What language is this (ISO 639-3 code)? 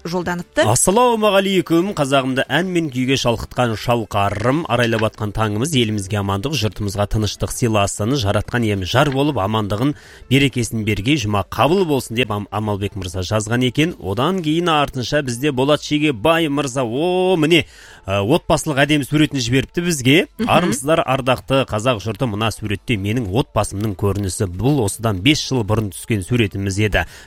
kaz